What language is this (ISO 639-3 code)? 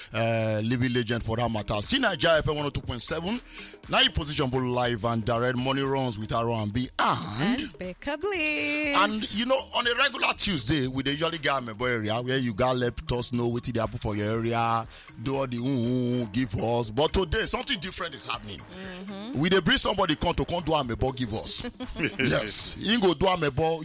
pcm